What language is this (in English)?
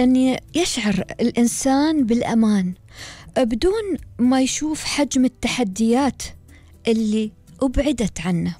Gulf Arabic